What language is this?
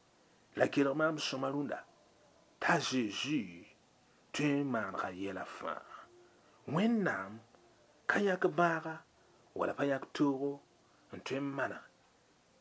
Mossi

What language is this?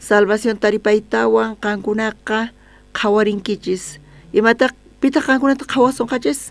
South Bolivian Quechua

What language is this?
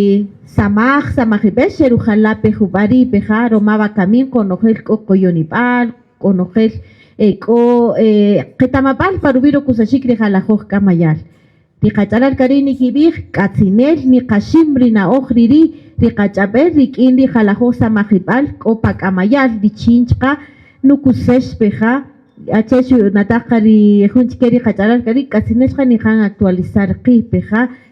Kaqchikel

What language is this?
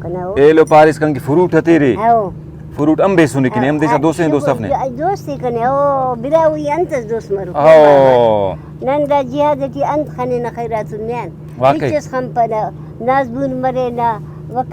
Brahui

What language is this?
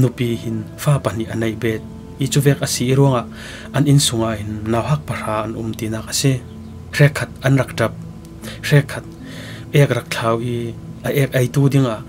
Falam Chin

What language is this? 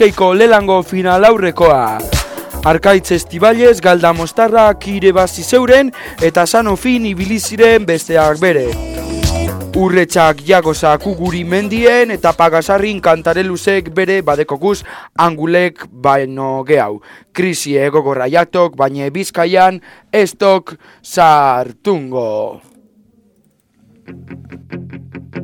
Basque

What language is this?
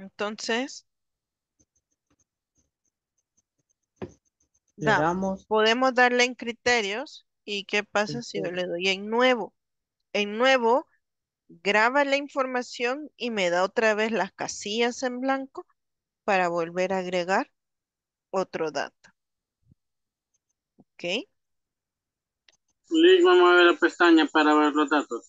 Spanish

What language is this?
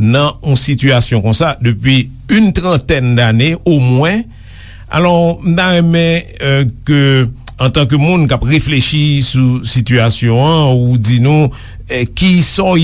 Haitian Creole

